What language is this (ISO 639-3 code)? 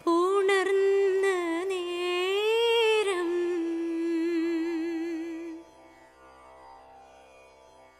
mal